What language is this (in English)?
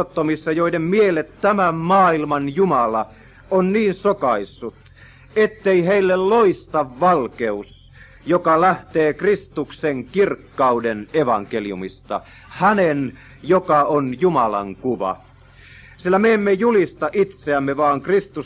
Finnish